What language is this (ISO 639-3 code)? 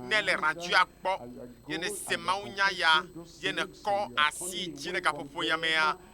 ewe